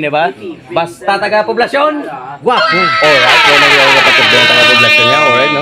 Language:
Hiligaynon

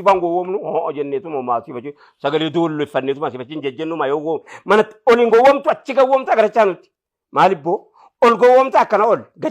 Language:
Oromo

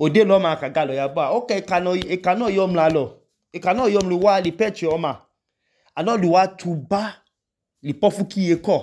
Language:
Idoma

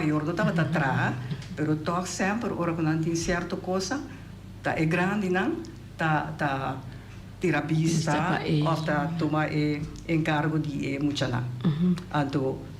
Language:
Papiamento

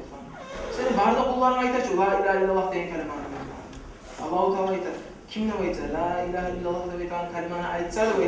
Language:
Kumyk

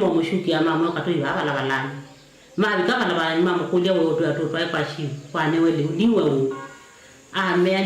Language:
Kamba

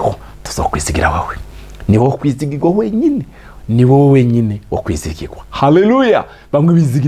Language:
Rundi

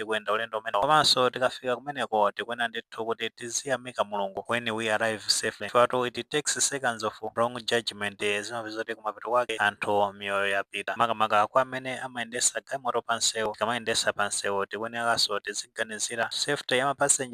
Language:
Nyanja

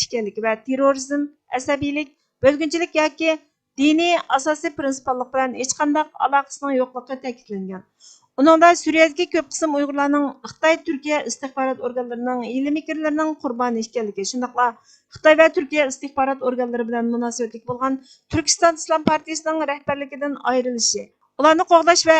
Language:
Uyghur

